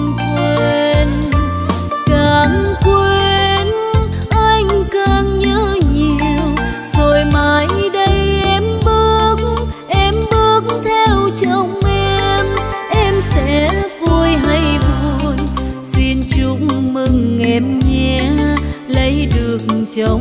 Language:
Vietnamese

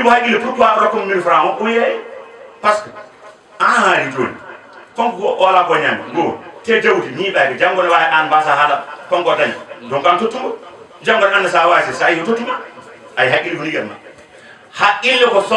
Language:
Fula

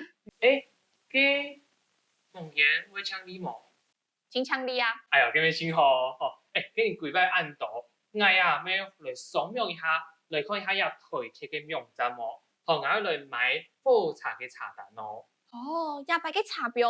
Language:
Hakka Chinese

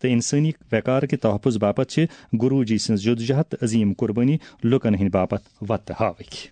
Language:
Kashmiri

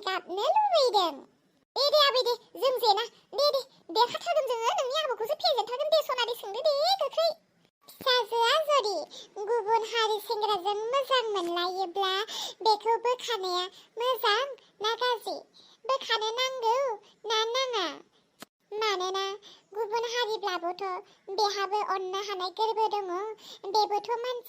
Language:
Bodo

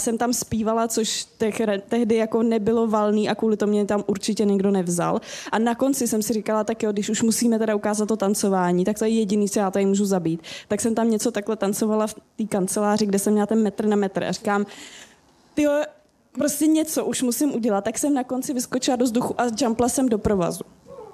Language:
Czech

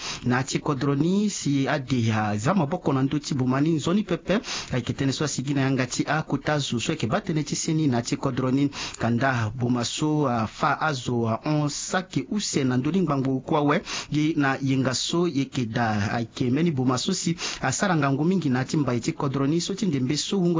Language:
Sango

